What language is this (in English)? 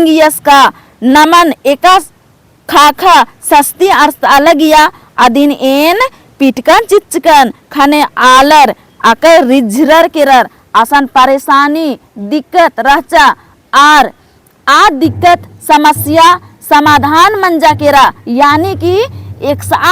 Kurukh